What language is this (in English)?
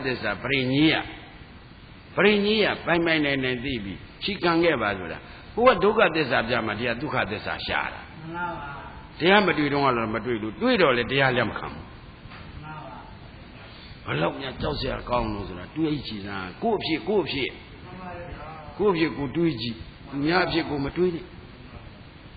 Burmese